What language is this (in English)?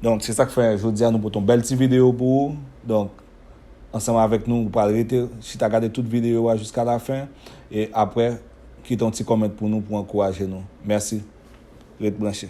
Haitian Creole